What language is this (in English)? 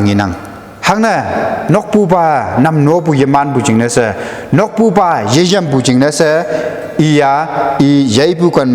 Konyak Naga